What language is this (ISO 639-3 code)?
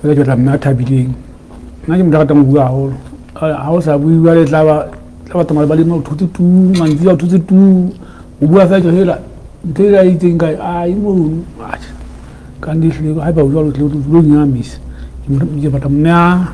sot